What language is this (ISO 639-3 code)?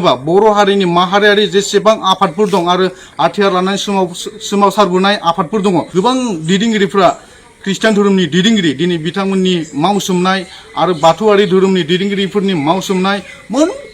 brx